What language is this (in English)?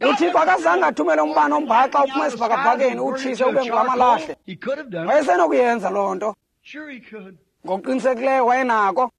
Xhosa